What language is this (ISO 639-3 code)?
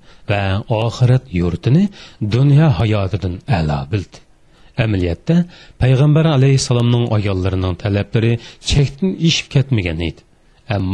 uig